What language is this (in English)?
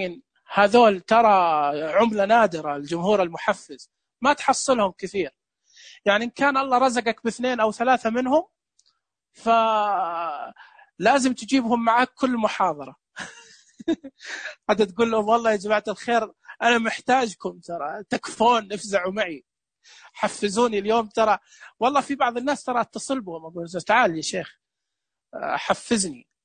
Najdi Arabic